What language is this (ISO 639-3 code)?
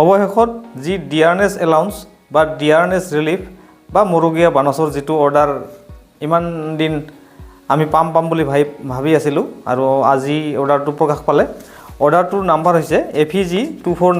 asm